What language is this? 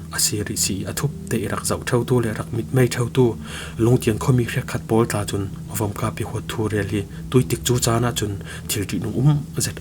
Falam Chin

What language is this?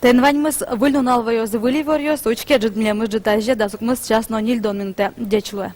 Udmurt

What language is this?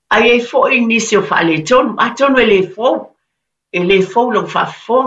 Samoan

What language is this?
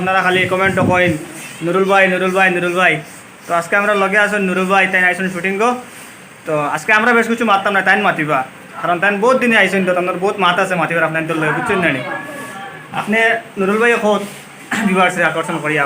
Sylheti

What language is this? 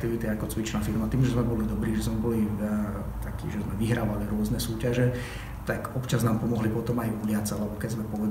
Slovak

